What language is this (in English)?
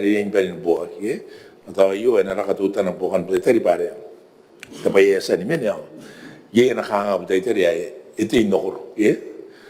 Gilbertese